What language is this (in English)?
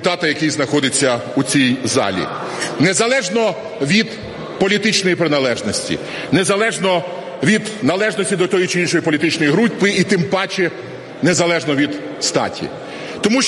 Ukrainian